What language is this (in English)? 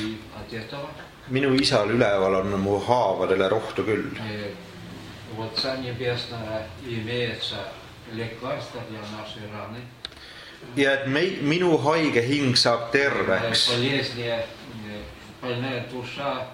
Estonian